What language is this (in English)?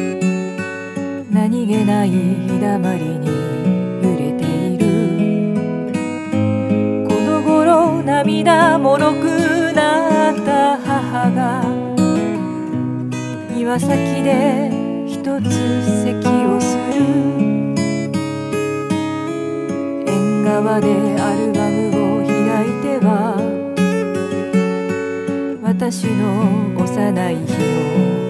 Japanese